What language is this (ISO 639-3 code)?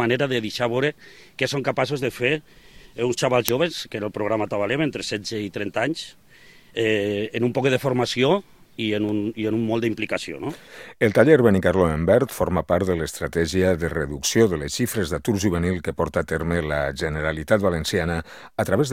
cat